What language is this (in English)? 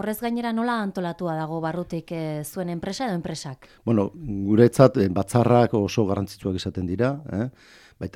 Basque